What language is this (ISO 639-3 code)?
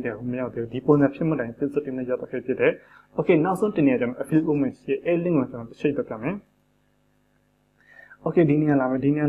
mya